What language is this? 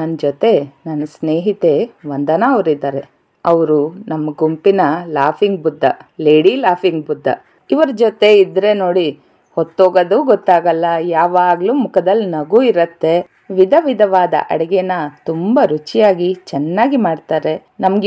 Kannada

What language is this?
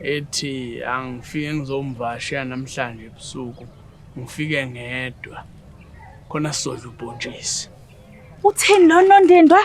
Zulu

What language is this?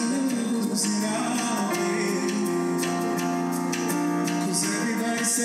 Kinyarwanda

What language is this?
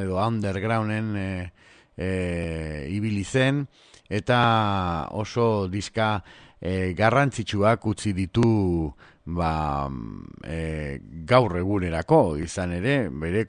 Basque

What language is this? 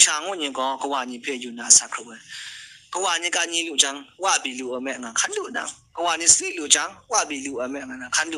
Kachin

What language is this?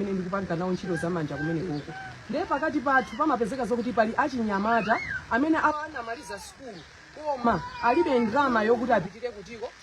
Nyanja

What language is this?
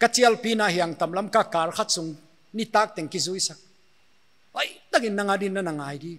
Paite Chin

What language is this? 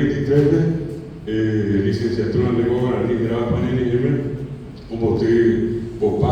Guarani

